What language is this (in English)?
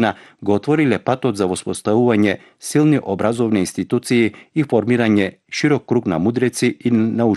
Macedonian